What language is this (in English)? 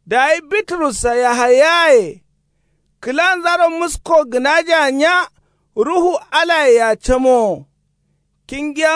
Kanuri